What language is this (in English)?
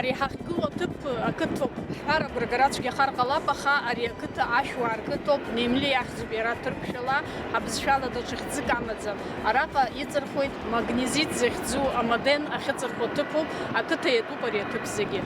Abkhazian